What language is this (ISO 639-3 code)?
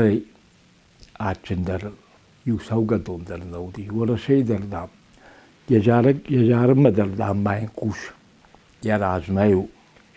oss